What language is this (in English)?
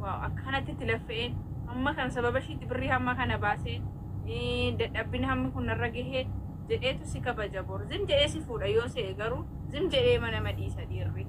Oromo